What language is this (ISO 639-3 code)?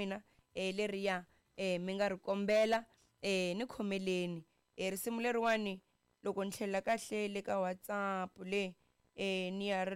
tso